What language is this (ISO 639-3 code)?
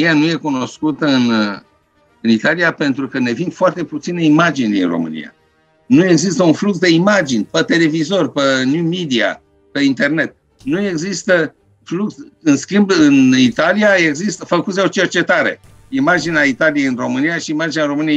ron